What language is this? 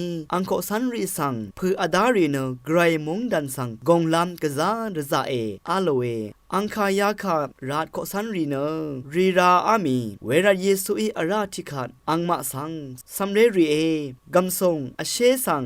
Rawang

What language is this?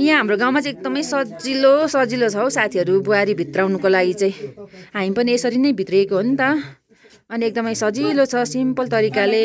Nepali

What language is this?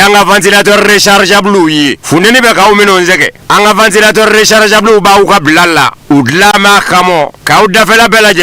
Bambara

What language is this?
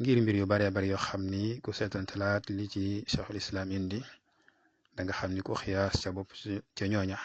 Wolof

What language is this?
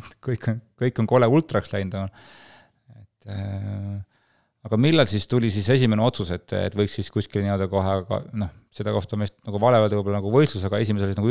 Estonian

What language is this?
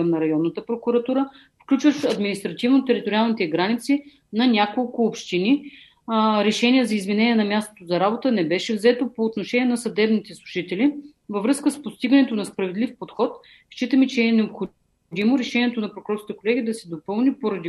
Bulgarian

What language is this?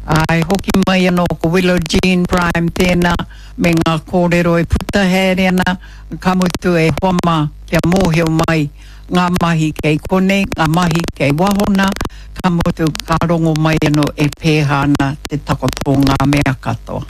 Māori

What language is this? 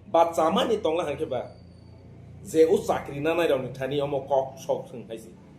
Kok Borok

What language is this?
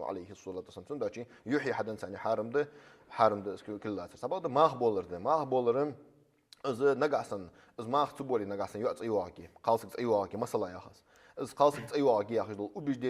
Ingush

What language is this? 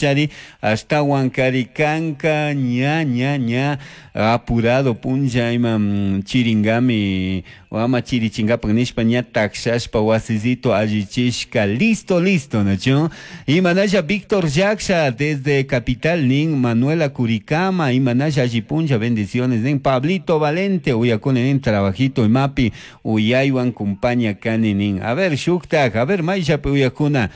Chimborazo Highland Quichua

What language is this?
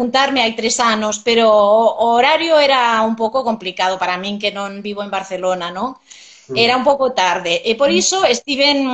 Galician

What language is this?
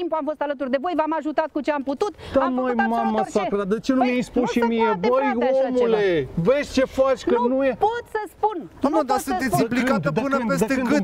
Romanian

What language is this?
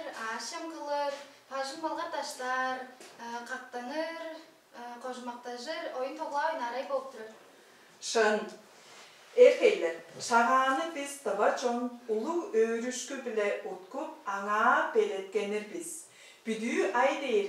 Tuvinian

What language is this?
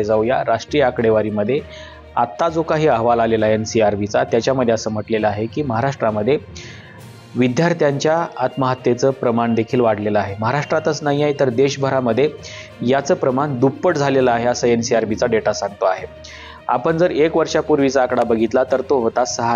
Marathi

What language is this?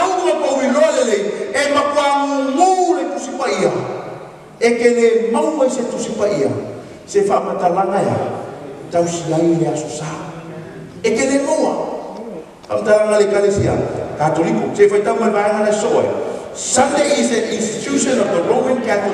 Samoan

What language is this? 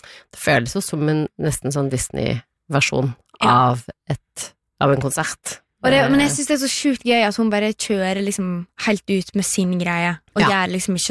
Norwegian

